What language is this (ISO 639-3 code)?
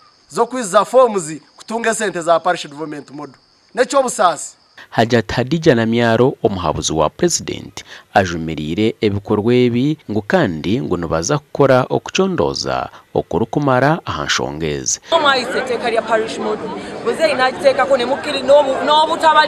nyn